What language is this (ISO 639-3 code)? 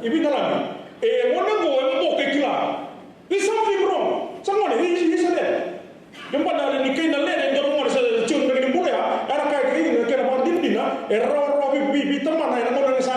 fij